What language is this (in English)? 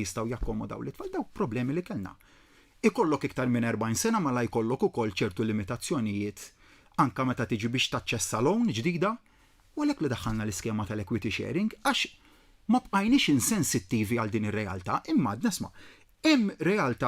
Maltese